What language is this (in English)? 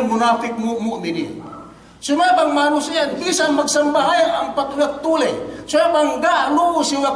Yakan